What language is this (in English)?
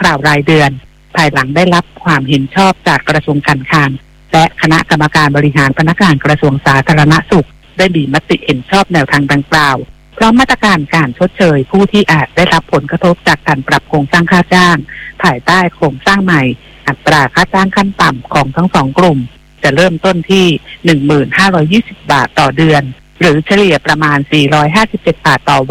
Thai